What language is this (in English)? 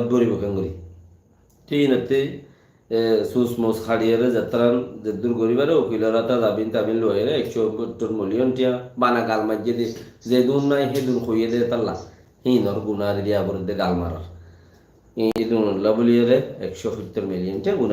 Rohingya